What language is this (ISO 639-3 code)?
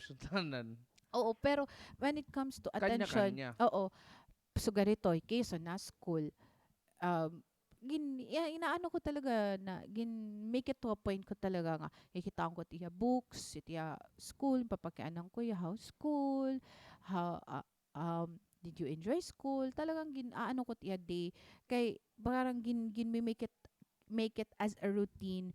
war